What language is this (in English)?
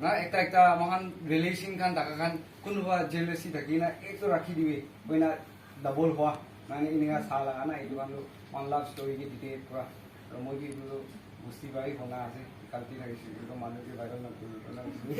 Naga Pidgin